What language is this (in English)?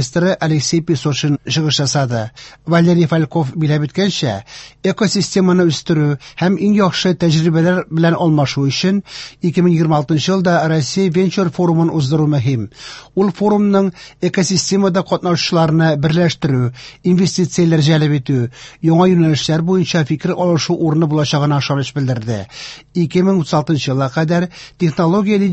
Tatar